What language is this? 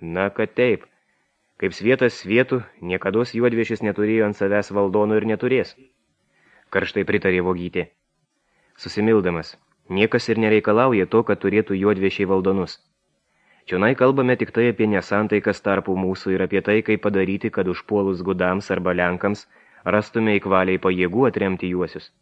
Lithuanian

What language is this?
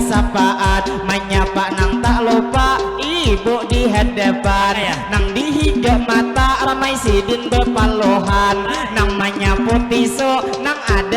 Banjar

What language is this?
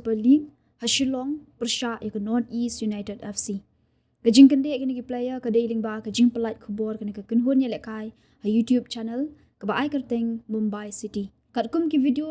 Khasi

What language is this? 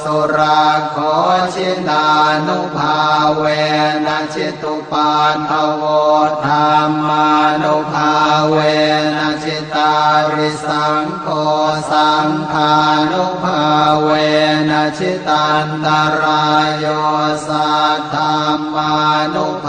Pali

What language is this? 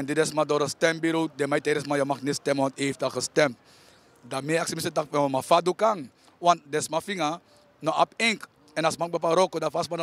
Sranan Tongo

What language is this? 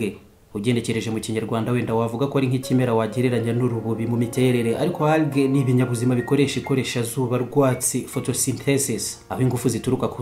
Kinyarwanda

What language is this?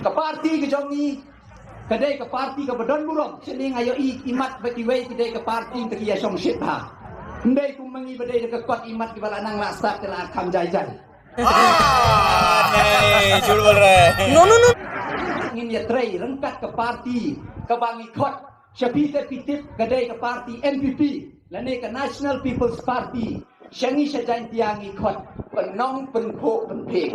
Khasi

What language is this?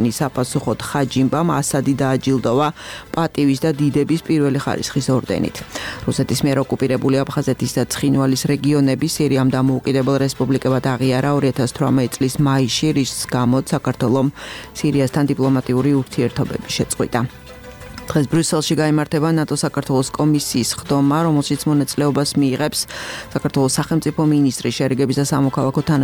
Georgian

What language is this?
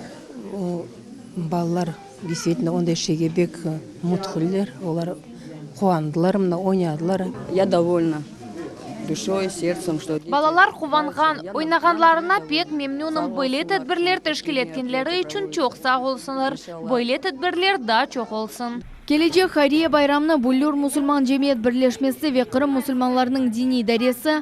Crimean Tatar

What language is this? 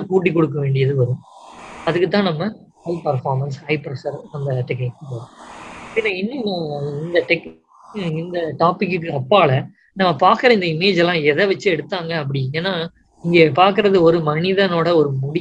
Tamil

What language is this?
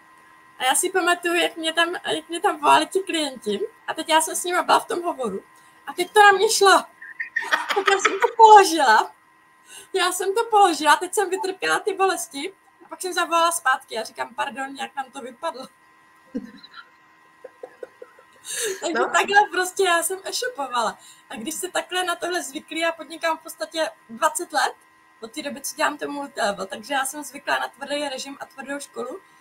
Czech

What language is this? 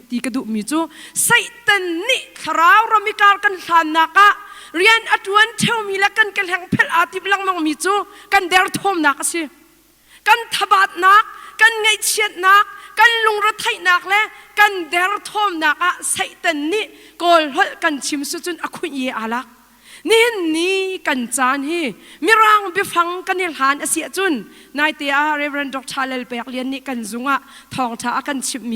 Hakha Chin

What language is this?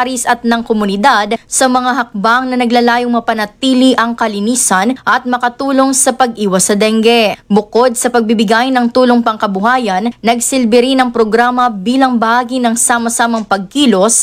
Filipino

